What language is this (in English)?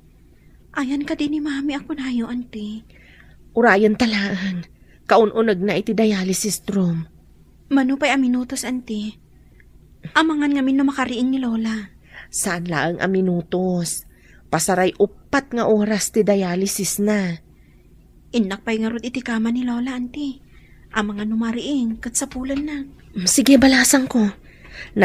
Iloko